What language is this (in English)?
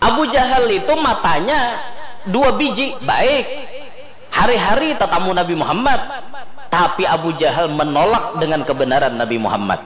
Banjar